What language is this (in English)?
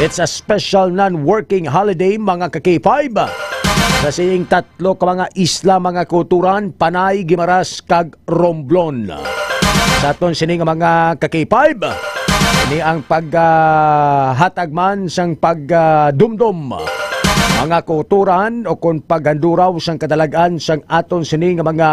Hiligaynon